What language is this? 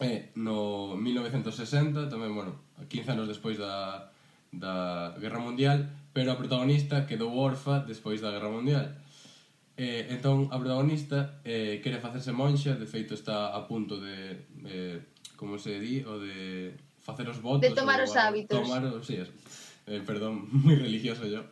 Galician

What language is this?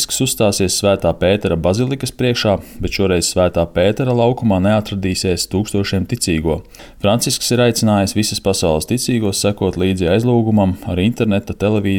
Latvian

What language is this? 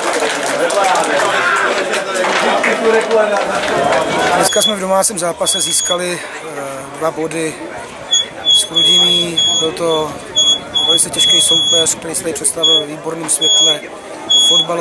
Czech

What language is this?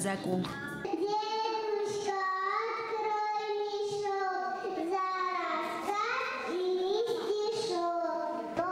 Ossetic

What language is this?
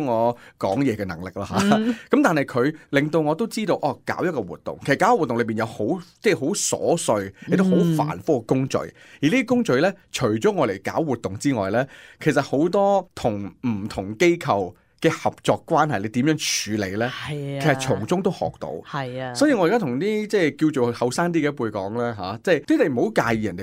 Cantonese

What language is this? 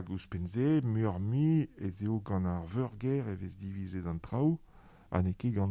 Breton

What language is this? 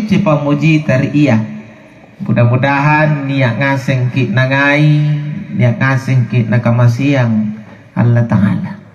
Makasar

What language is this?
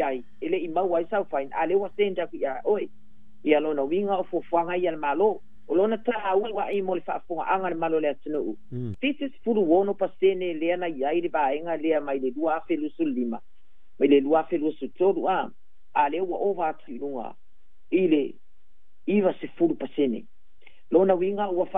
Samoan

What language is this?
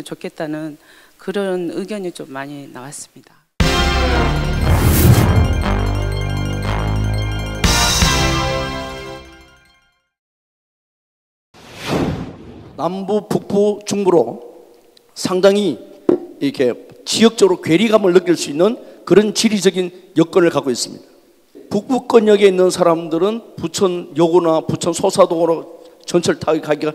Korean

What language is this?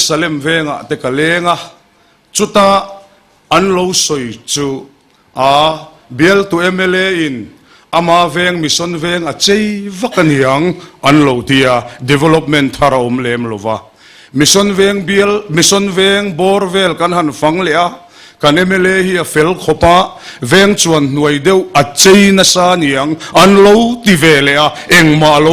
Mizo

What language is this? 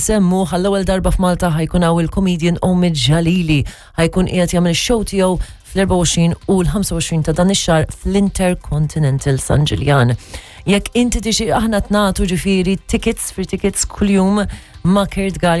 Maltese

